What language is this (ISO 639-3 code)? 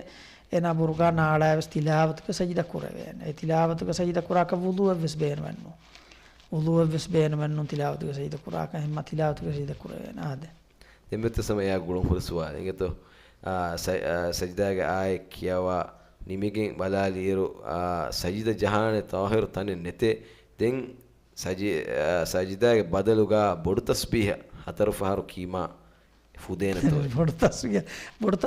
div